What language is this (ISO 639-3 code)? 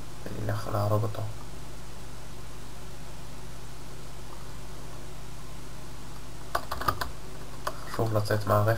heb